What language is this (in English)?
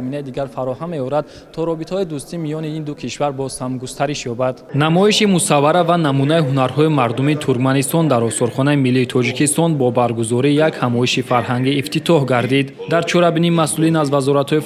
Tajik